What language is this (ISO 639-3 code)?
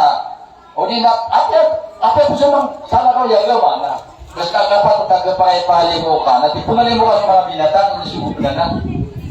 mrw